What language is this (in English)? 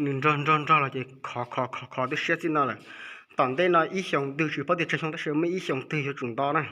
Hmong